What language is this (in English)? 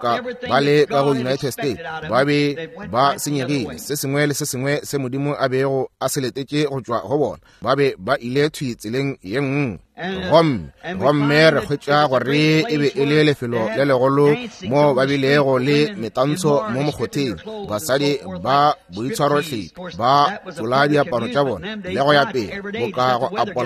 Northern Sotho